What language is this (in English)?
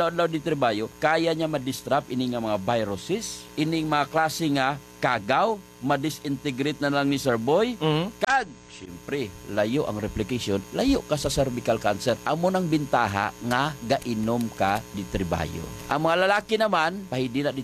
Hiligaynon